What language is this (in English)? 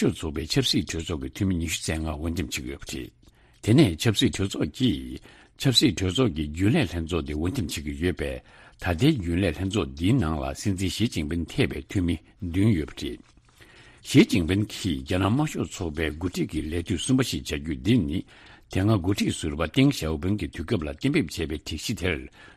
Tibetan